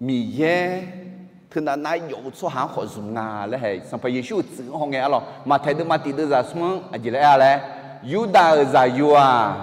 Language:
Akha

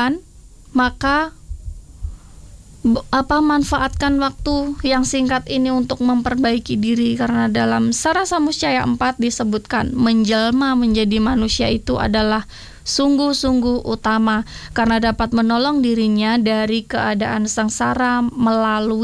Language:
Indonesian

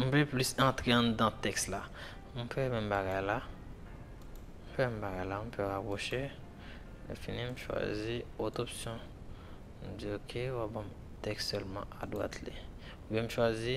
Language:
Haitian Creole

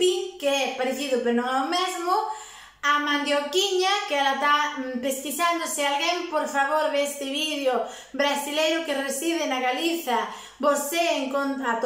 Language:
Galician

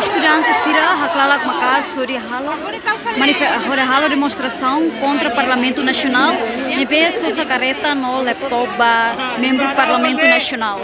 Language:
Tetum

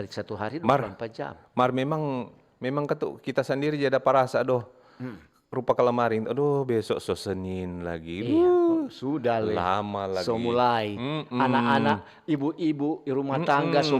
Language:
Manado Malay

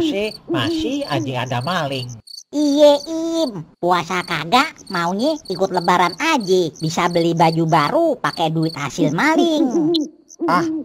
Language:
Betawi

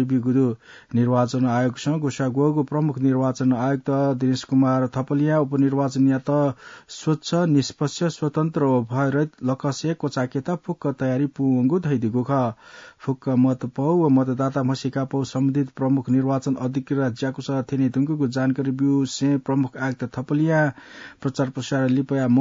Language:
Newari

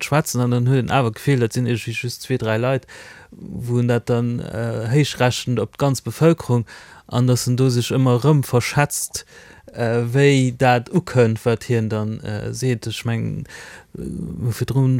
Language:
Luxembourgish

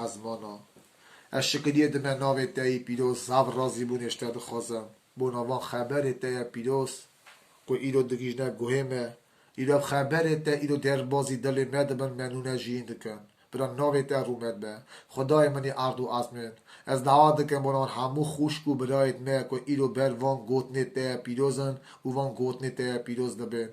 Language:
Kurdish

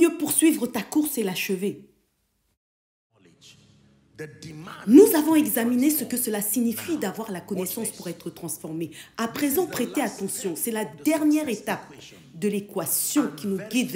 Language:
French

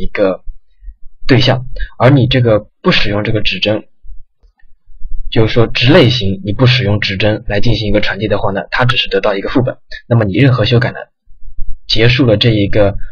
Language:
Chinese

